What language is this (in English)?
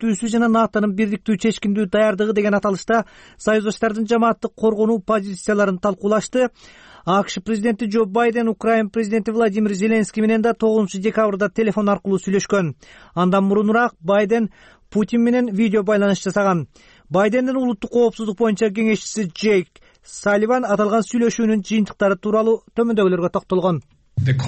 Kyrgyz